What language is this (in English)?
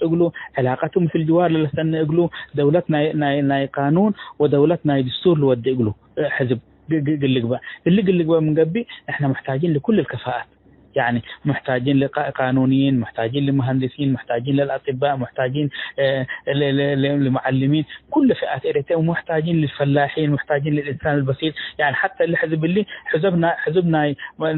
Tigre